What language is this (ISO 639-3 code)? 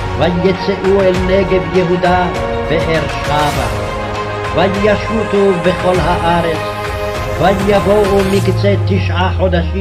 heb